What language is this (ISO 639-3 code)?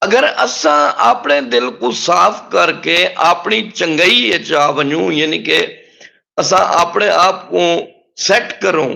skr